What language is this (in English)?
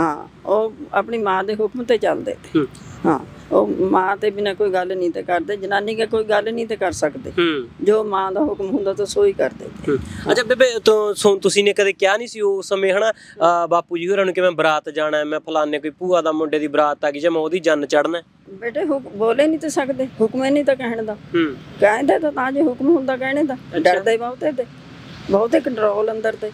Punjabi